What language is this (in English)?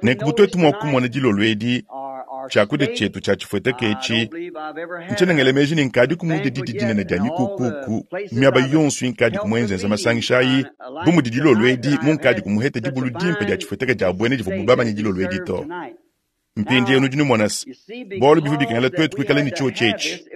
Luba-Lulua